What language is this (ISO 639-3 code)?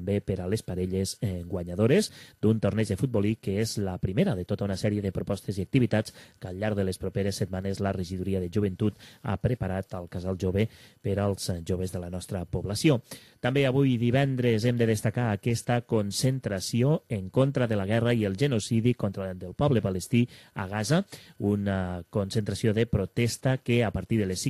cat